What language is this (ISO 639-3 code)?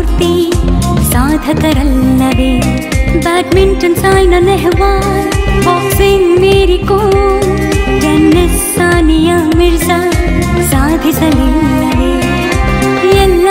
kan